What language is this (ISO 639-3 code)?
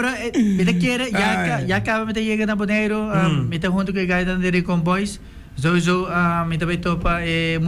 pap